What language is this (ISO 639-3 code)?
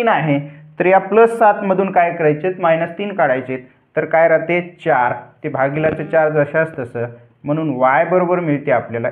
mar